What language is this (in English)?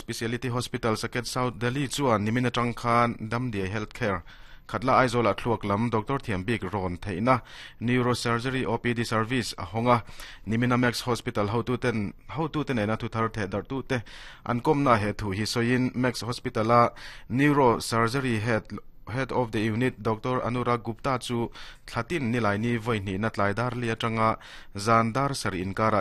Mizo